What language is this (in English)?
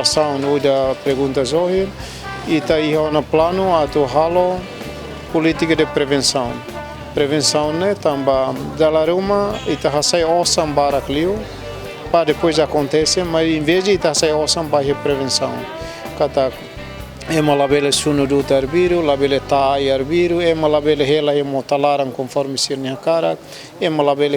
Tetum